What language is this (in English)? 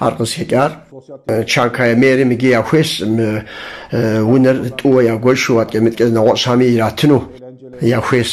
Kabardian